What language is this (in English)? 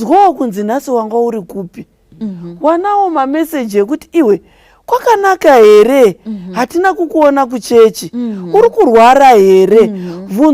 Shona